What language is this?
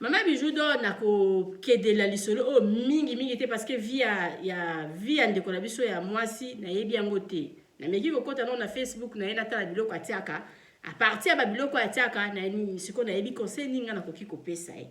Lingala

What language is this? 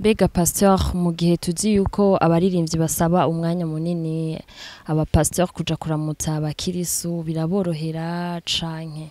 Rundi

